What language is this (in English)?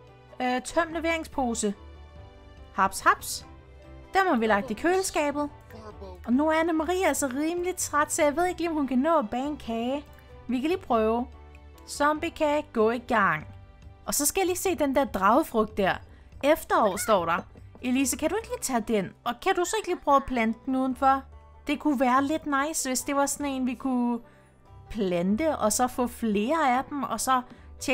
Danish